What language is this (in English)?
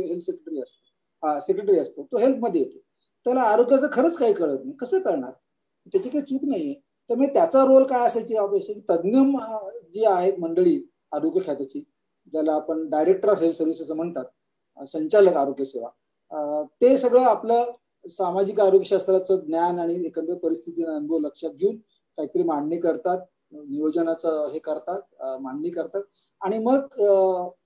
Marathi